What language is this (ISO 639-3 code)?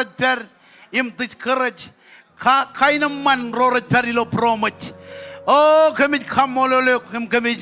mah